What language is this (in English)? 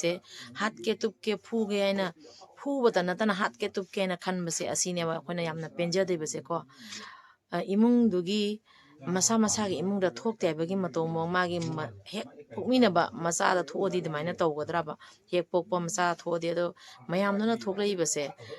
Manipuri